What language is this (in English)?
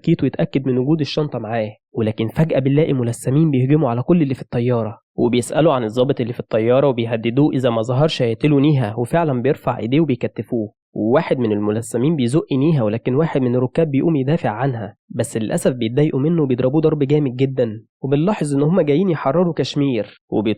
Egyptian Arabic